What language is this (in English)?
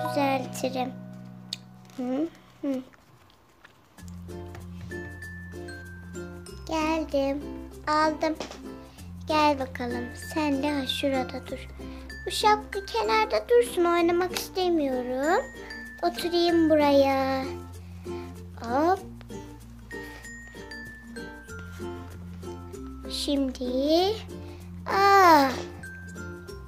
Turkish